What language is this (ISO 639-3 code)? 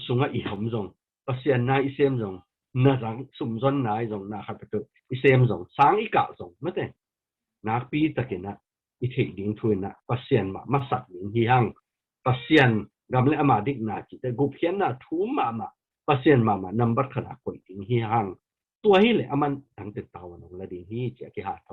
ctd